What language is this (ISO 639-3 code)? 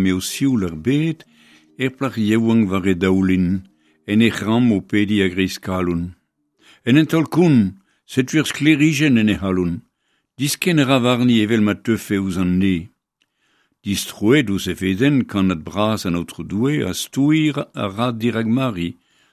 bre